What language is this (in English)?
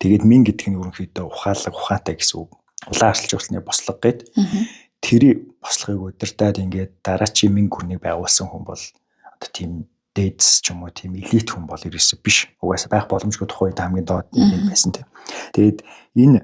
Mongolian